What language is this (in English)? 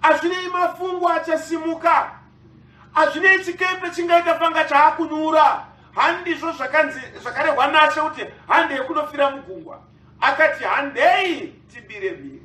Shona